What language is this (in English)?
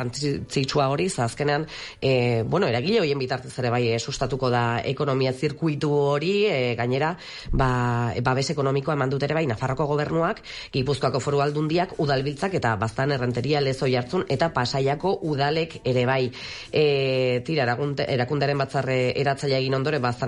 Basque